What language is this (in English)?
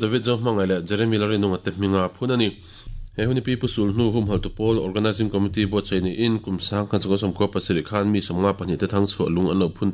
Mizo